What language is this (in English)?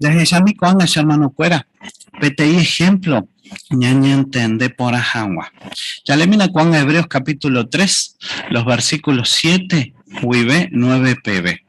Guarani